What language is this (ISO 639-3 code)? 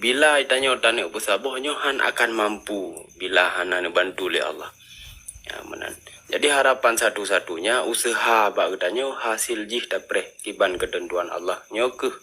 ace